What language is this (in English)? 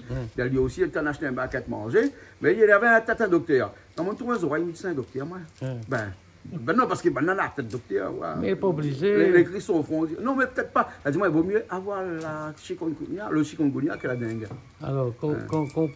Réunion Creole French